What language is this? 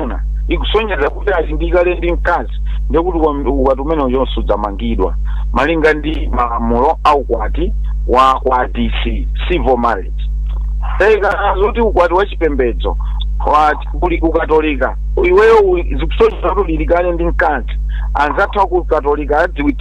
Nyanja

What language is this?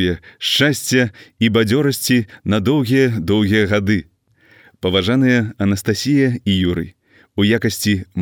Belarusian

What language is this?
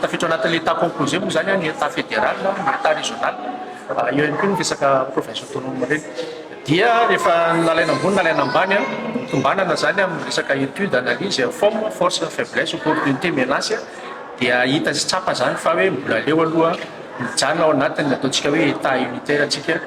Malagasy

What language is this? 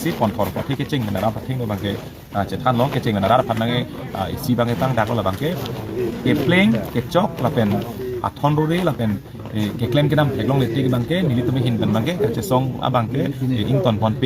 Karbi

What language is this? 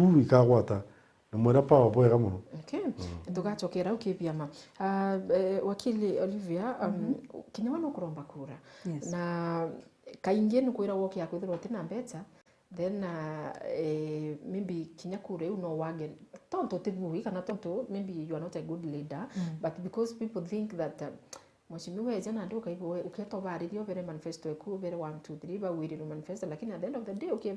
Meru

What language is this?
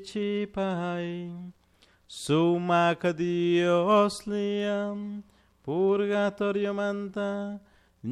Chimborazo Highland Quichua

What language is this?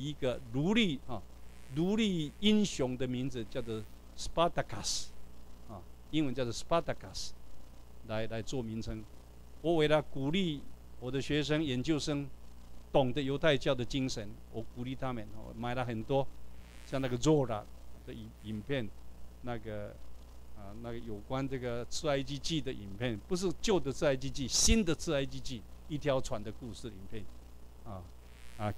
Chinese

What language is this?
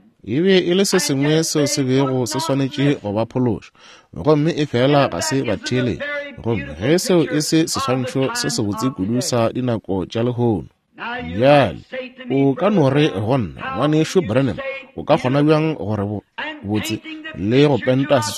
Northern Sotho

